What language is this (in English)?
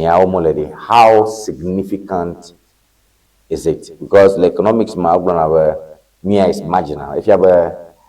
Ewe